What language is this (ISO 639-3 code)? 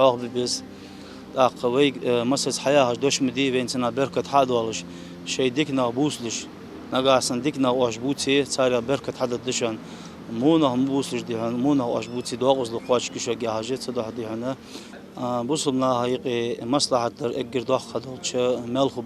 inh